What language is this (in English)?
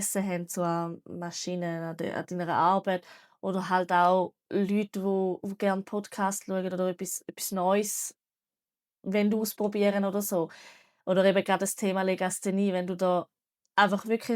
Swiss German